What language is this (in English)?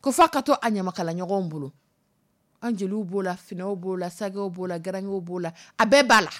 Dyula